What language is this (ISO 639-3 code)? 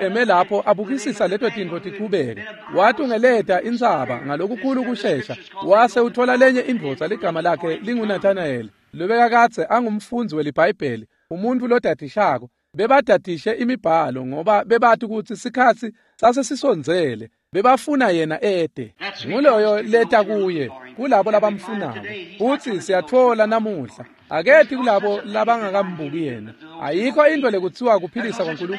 ssw